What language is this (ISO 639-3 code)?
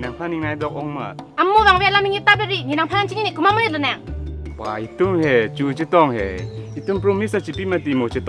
mjw